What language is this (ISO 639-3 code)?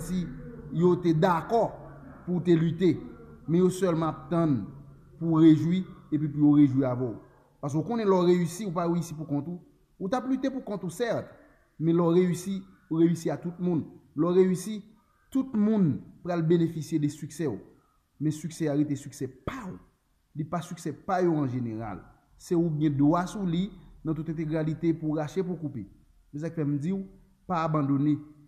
hat